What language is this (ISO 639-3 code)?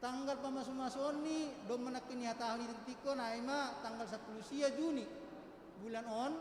bts